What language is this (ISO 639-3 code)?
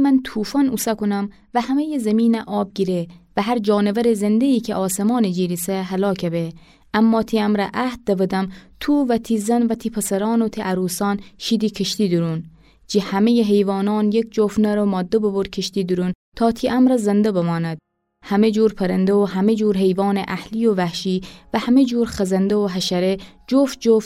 glk